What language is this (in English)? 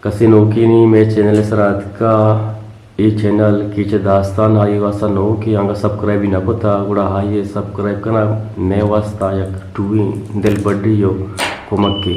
Eastern Balochi